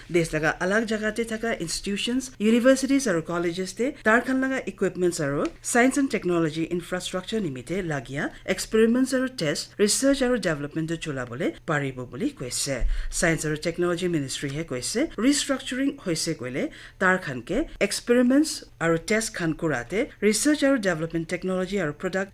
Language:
Naga Pidgin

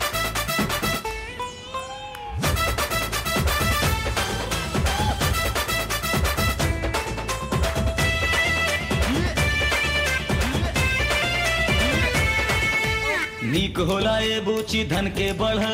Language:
Bhojpuri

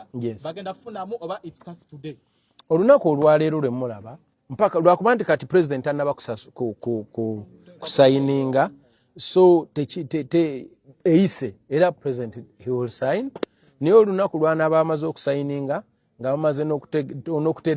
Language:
Ganda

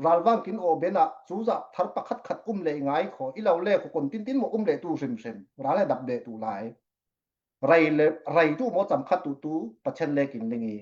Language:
Falam Chin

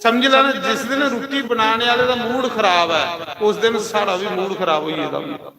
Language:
Dogri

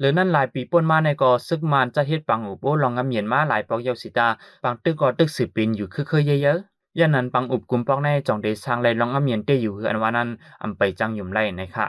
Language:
Shan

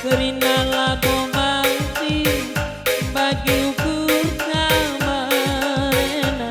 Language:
Batak Karo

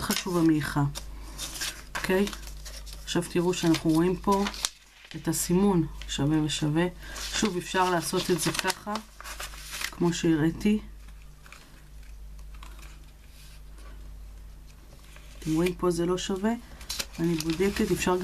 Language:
Hebrew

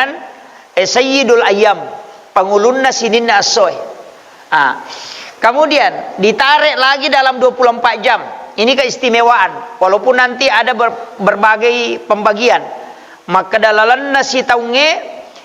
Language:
Buginese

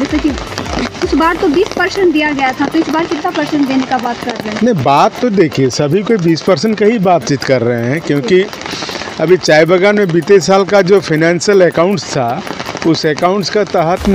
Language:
Sadri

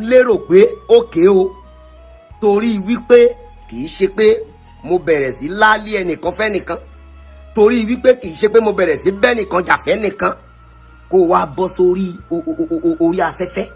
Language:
Yoruba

